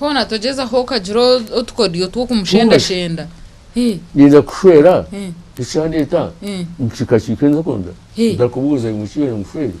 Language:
Nyankole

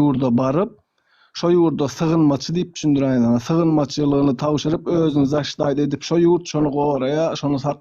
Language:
Turkmen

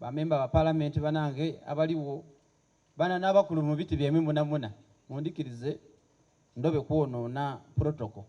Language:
Soga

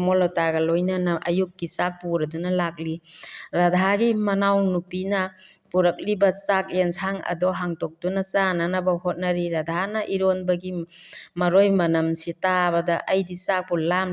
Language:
Manipuri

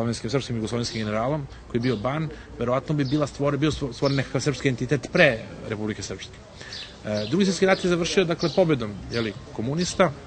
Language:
Serbian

